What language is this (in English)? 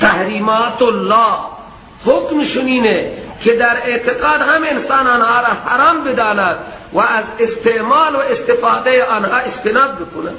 Persian